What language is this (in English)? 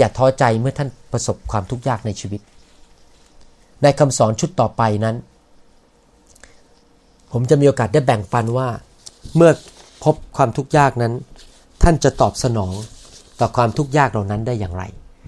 Thai